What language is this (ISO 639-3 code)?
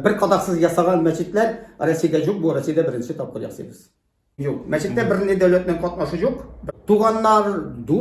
tat